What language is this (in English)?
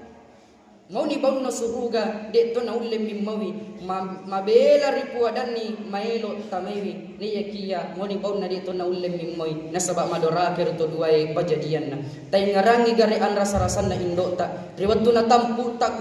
Buginese